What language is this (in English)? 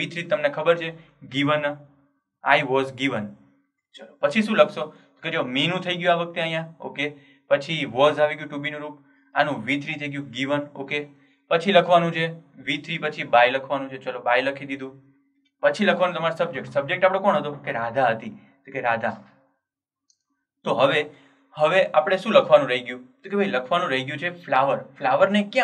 Gujarati